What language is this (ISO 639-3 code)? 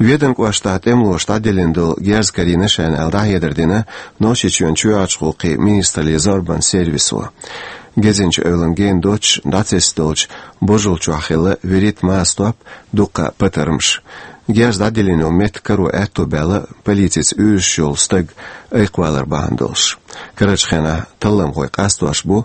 che